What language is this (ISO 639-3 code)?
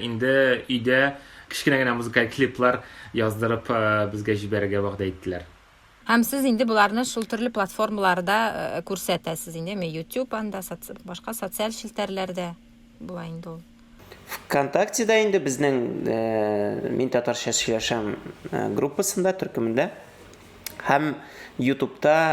tat